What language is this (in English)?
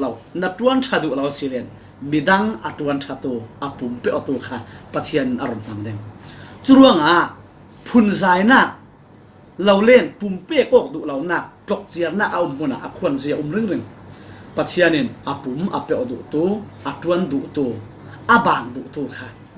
Falam Chin